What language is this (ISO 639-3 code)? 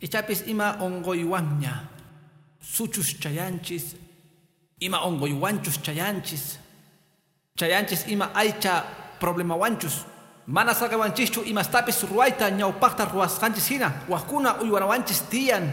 que